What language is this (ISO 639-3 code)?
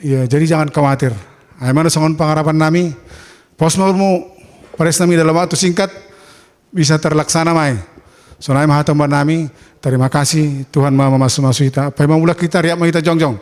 bts